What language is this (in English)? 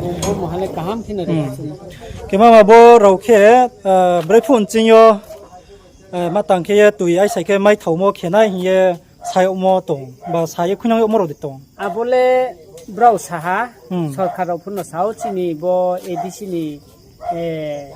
Riang (India)